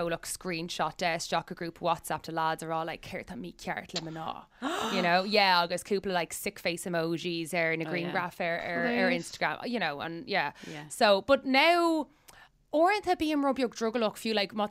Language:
Irish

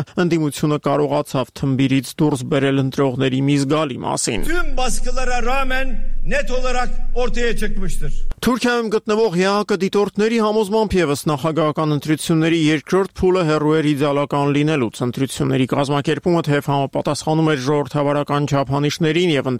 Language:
Armenian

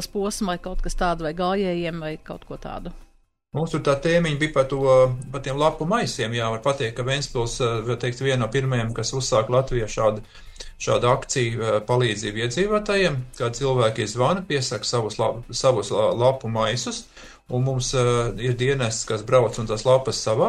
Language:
Latvian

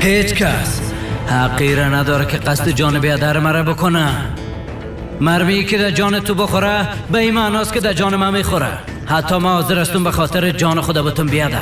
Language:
Persian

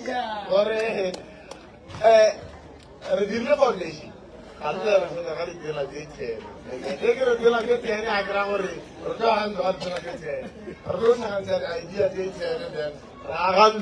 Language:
Northern Sotho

